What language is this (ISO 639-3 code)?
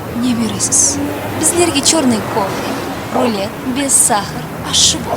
kaa